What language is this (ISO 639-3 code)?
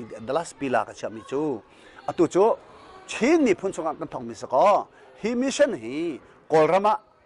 cnh